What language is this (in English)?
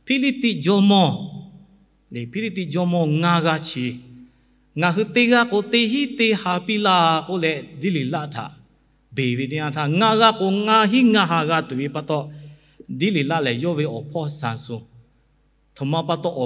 Lahu